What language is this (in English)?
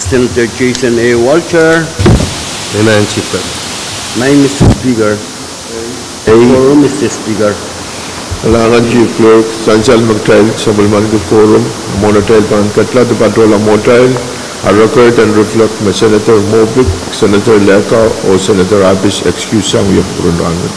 Pohnpeian